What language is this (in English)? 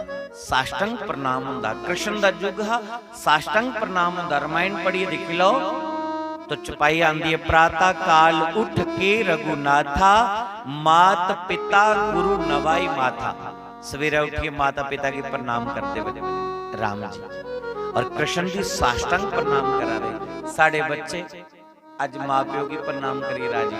Dogri